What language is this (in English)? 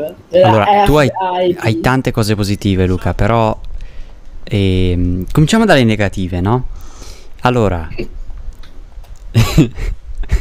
Italian